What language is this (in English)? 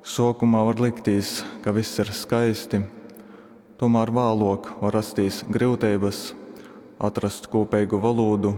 Latgalian